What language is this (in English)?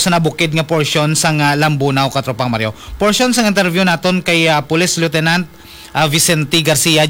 Hiligaynon